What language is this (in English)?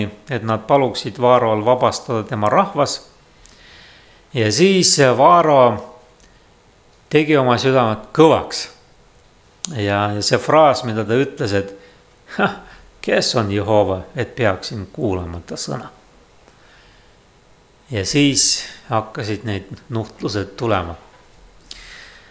Estonian